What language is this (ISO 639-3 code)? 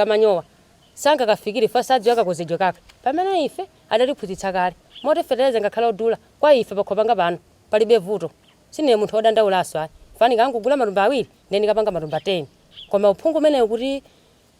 nya